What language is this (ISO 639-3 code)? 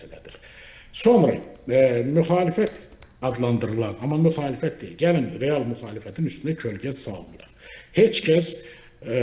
aze